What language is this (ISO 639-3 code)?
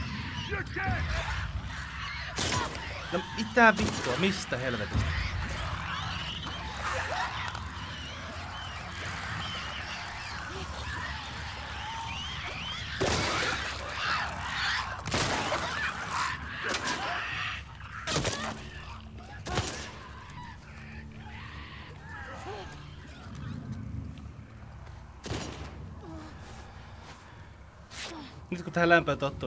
fin